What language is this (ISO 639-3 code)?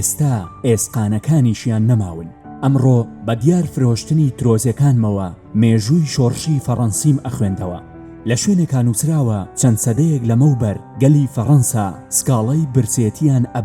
ckb